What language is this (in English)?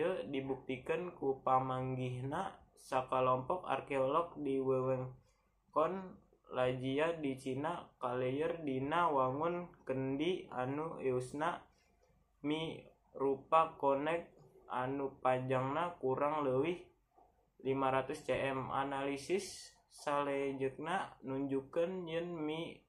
Sundanese